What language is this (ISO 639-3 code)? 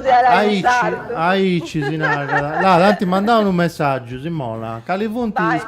srd